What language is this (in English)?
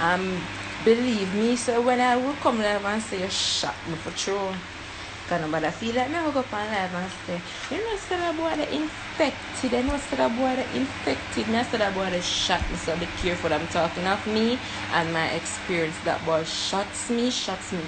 Jamaican Creole English